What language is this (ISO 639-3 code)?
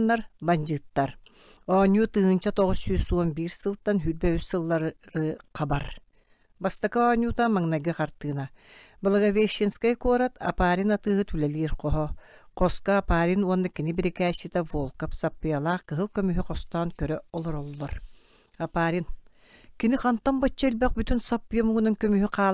sah